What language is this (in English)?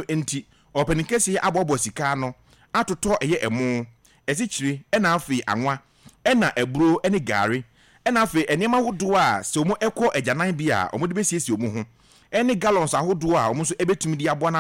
Akan